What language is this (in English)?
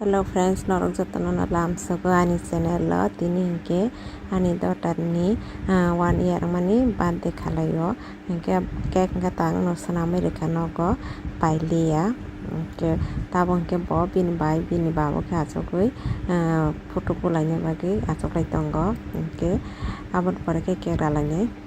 Kok Borok